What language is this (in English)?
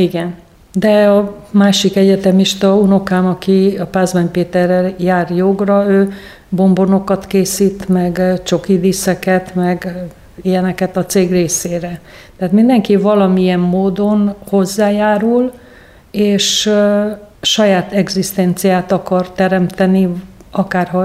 Hungarian